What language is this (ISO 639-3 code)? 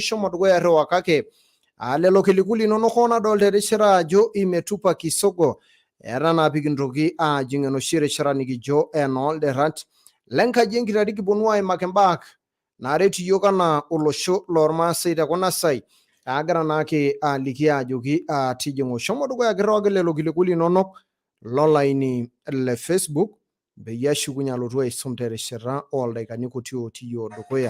mas